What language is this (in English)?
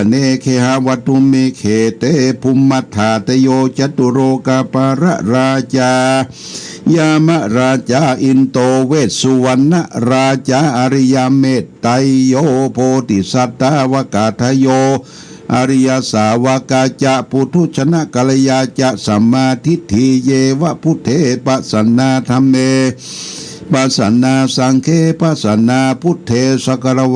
Pali